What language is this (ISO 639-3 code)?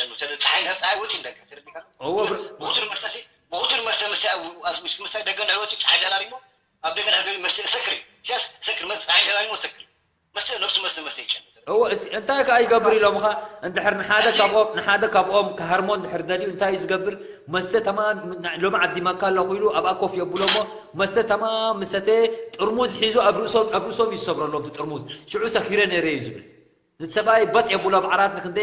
tir